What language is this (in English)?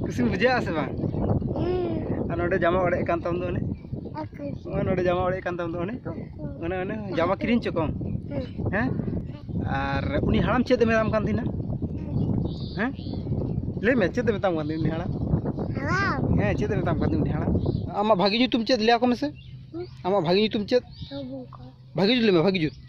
Santali